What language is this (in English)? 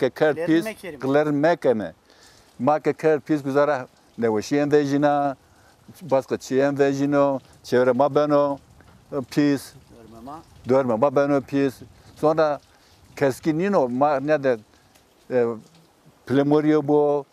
Zaza